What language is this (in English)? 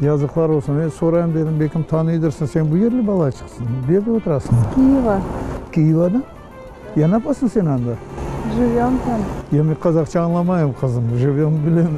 Crimean Tatar